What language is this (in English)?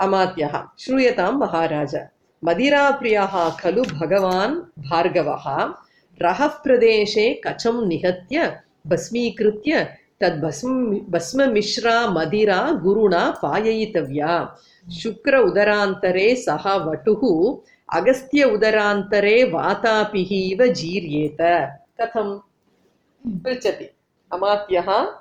Sanskrit